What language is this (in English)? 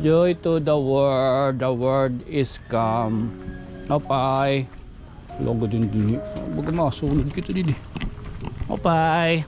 Waray